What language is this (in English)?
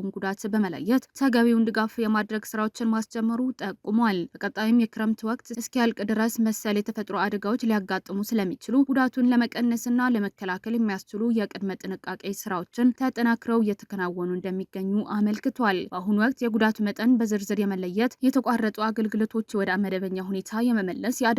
Amharic